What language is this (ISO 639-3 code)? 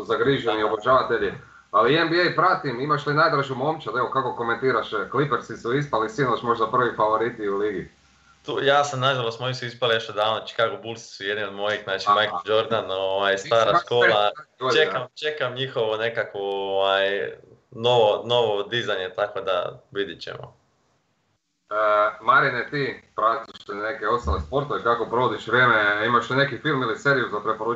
hrv